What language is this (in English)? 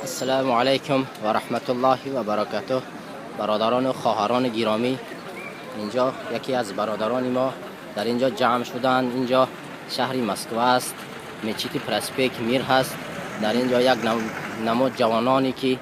Tajik